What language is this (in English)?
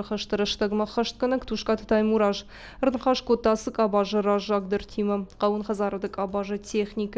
Ossetic